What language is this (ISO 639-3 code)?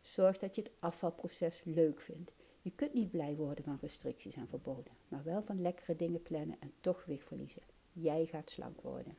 nld